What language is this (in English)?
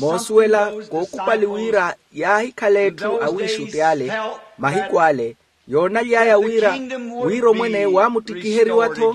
Makhuwa